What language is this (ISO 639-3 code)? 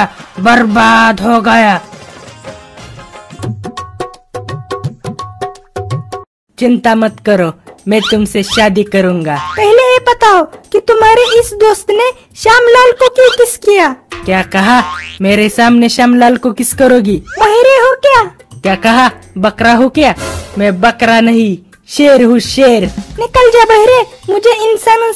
hin